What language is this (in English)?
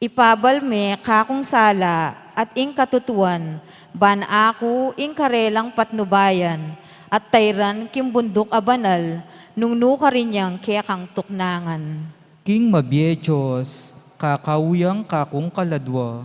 Pampanga